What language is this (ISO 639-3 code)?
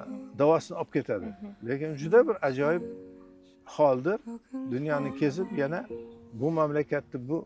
uzb